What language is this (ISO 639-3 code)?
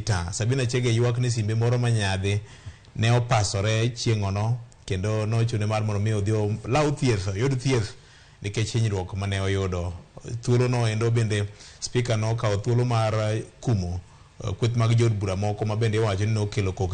luo